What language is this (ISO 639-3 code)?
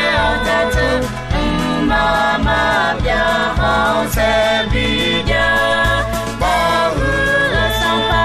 ahk